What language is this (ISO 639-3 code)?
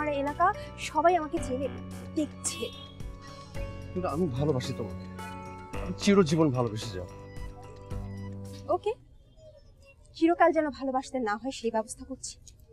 ben